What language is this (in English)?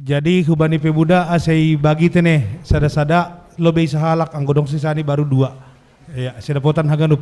Batak Simalungun